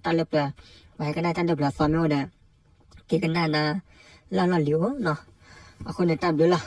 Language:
S'gaw Karen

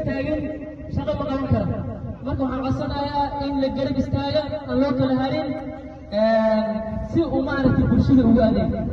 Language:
Somali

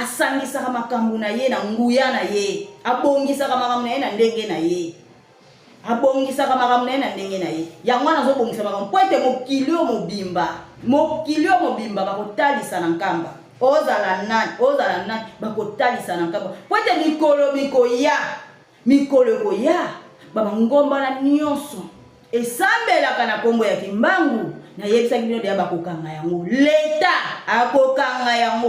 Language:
Lingala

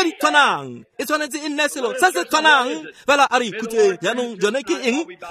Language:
Tswana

